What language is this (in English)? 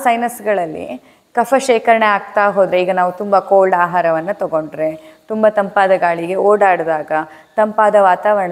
Kannada